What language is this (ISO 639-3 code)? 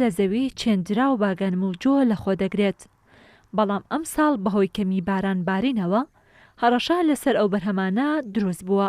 ckb